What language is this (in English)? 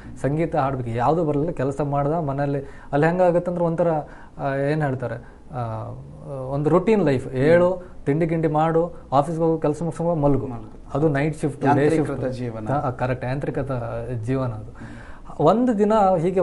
Kannada